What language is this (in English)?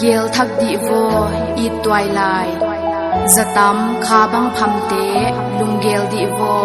Paite Chin